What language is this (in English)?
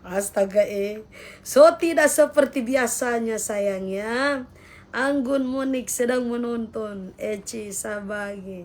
Manado Malay